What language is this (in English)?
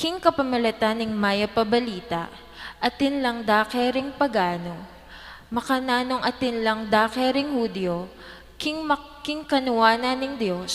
Pampanga